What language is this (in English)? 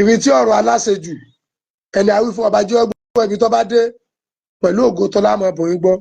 Yoruba